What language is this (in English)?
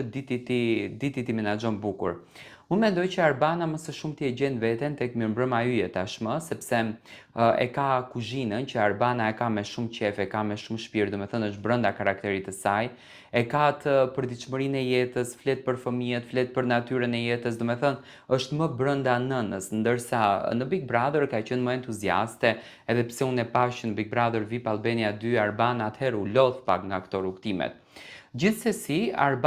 Albanian